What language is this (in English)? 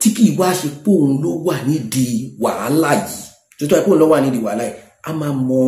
Yoruba